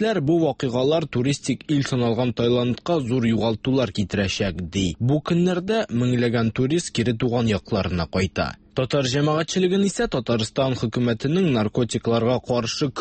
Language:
Tatar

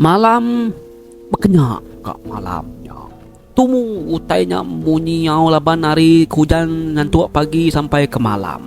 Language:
Iban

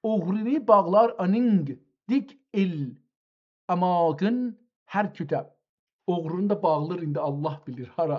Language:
South Azerbaijani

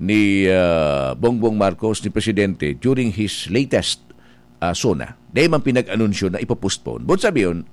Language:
Bikol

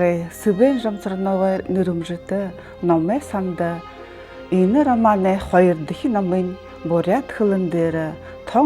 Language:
Buriat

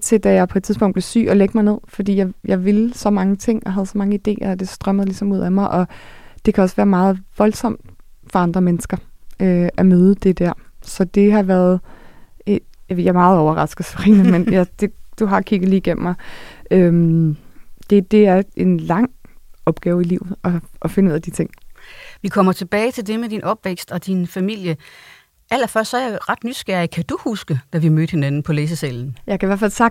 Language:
Danish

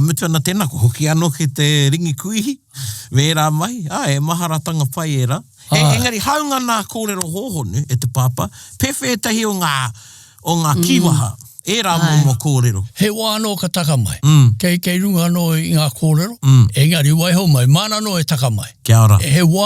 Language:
Māori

